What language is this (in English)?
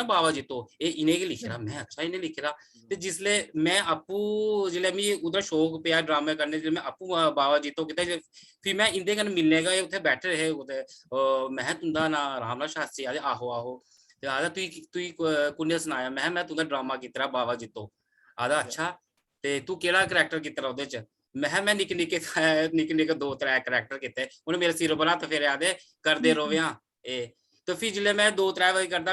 Dogri